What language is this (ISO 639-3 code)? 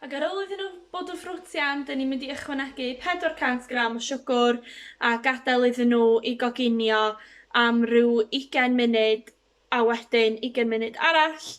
cym